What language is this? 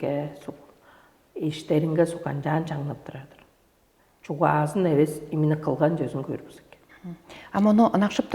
Tuvinian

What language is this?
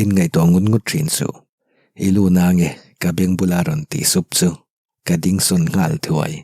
Mizo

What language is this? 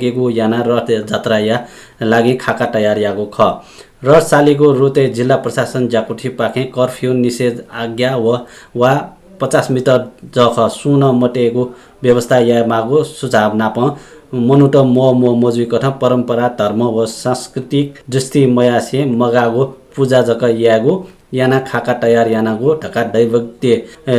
Newari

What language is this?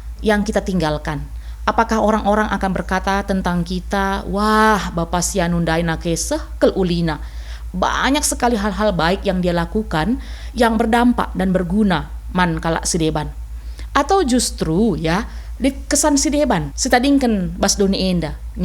Batak Karo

